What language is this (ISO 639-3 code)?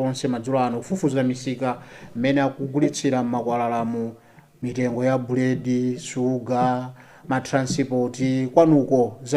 nya